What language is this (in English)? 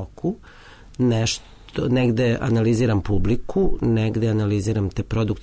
Serbian